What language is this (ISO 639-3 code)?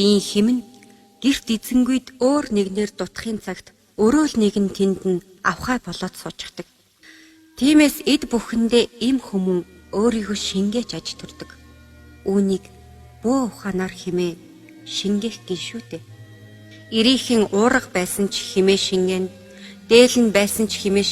mon